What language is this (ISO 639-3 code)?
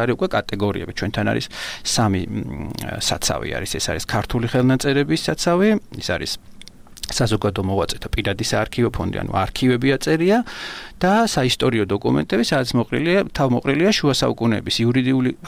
kat